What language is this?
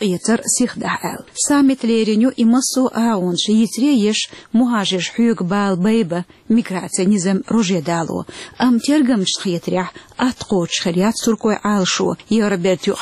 Chechen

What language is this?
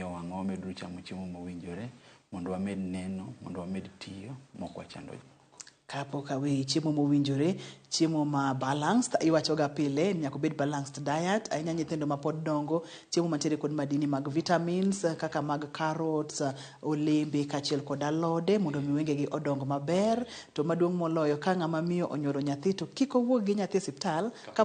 Luo (Kenya and Tanzania)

